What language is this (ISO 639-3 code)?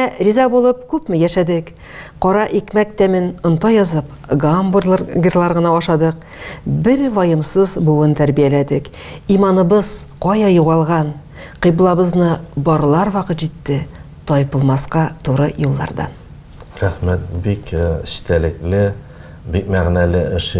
tat